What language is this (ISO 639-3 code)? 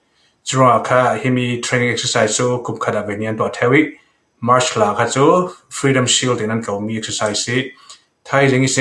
cfm